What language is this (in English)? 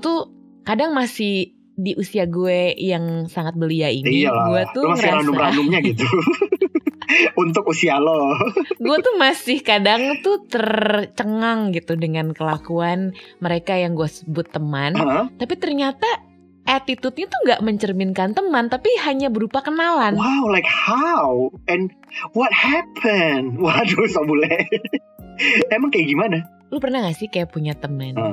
Indonesian